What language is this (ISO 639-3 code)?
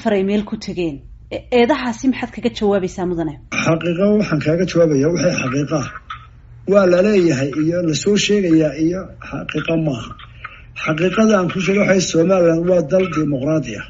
som